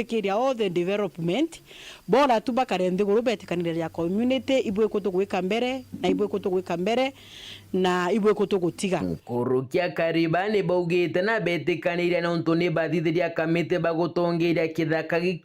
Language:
Meru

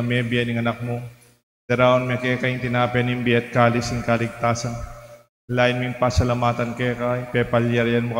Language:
Pampanga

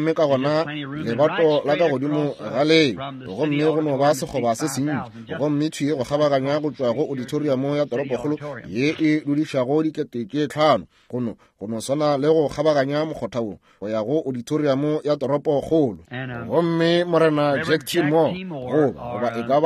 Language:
Northern Sotho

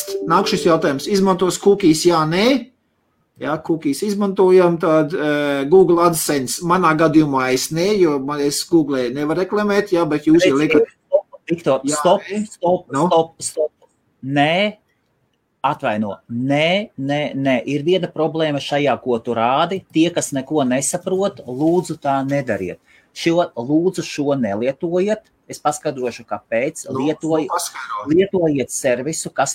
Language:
Latvian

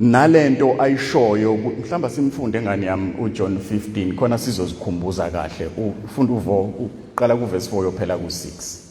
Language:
Zulu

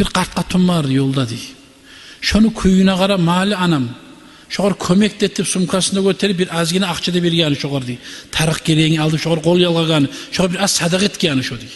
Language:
Kumyk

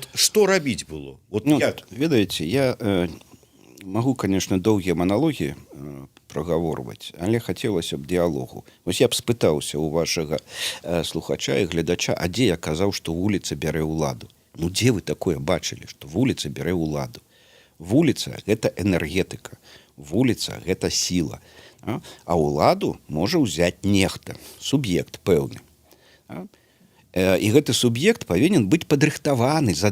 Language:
Belarusian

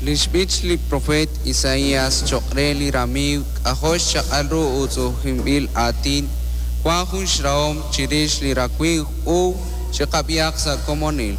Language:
Kekchí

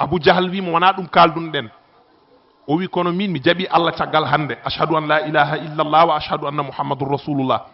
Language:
Fula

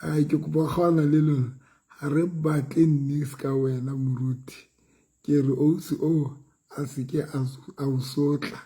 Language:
Southern Sotho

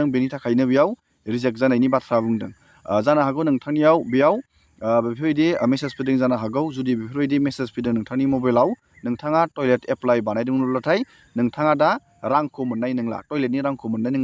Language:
Bodo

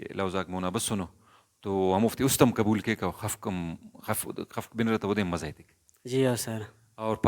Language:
Brahui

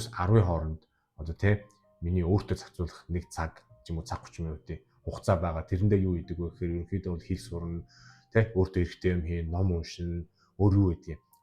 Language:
Mongolian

